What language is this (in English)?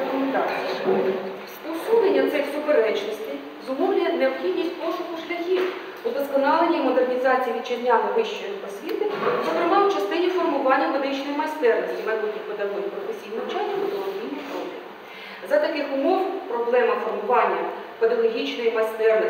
Ukrainian